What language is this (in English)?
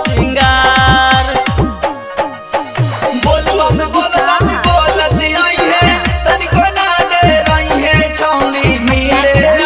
Magahi